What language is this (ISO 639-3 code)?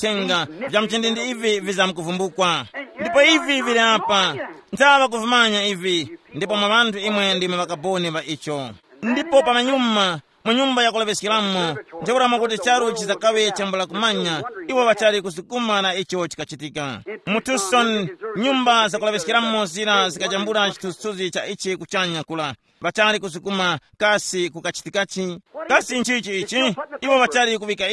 tum